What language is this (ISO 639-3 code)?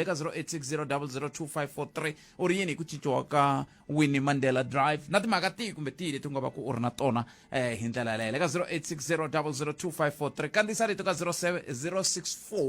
tso